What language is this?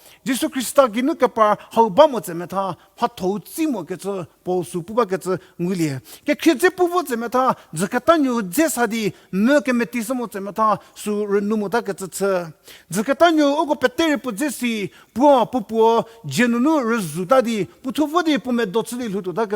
Angami Naga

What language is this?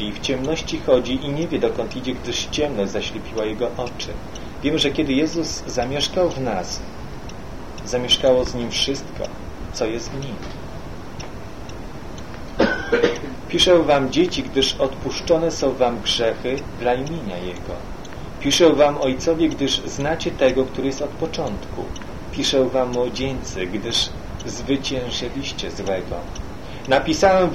Polish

